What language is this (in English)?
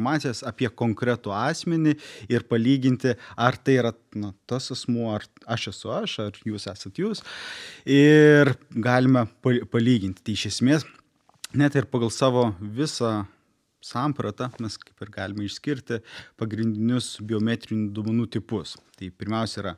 Lithuanian